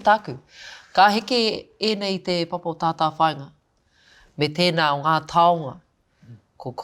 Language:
Māori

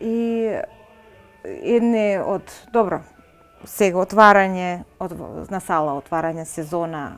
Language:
Macedonian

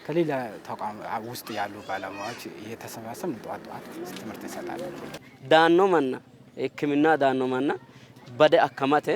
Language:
Sidamo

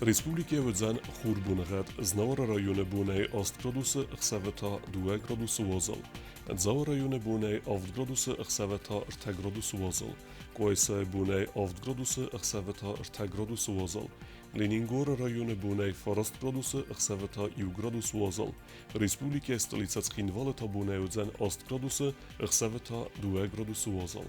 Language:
Ossetic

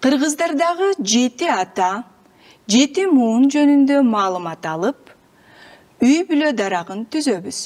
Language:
Kyrgyz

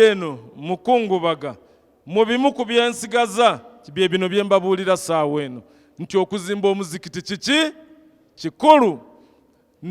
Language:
Ganda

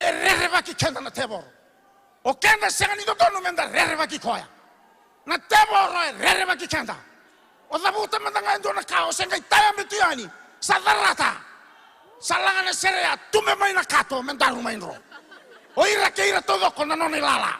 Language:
Fijian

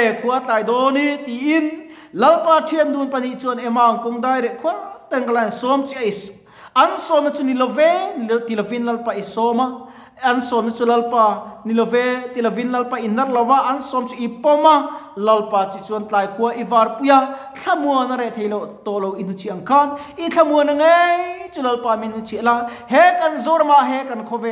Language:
Mizo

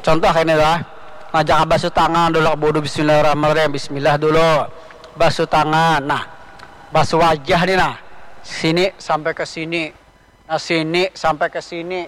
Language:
Banjar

